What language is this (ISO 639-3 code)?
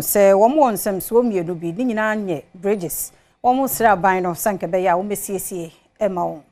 aka